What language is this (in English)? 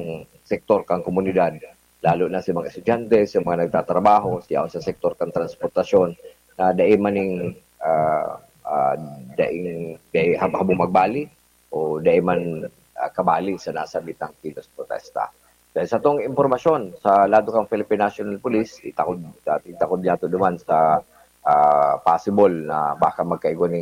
Bikol